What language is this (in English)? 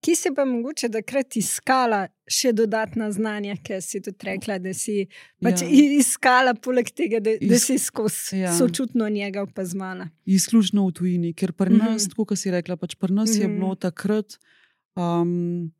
Slovenian